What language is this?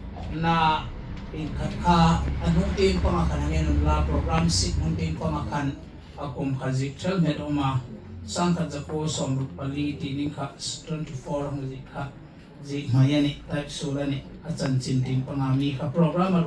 Hmar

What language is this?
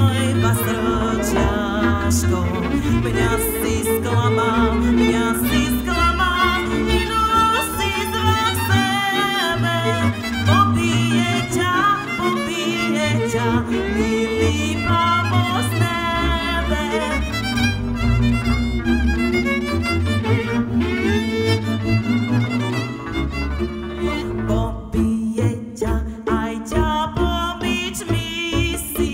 Slovak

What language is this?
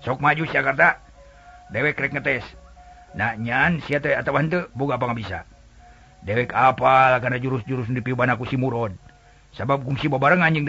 Sundanese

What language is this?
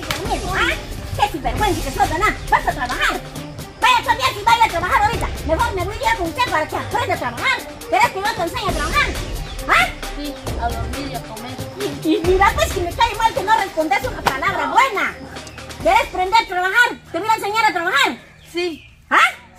Spanish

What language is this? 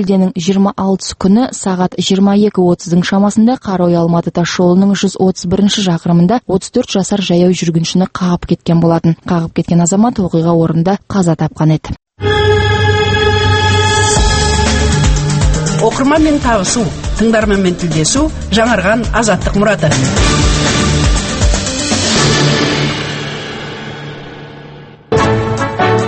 Kazakh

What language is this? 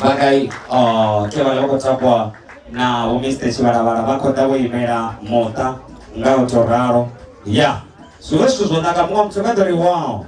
Venda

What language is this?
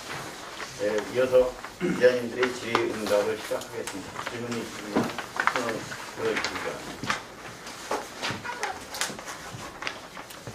Korean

